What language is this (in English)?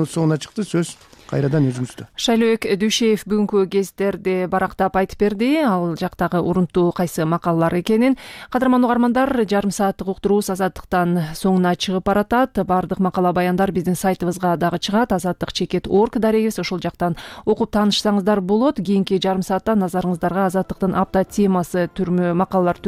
Kyrgyz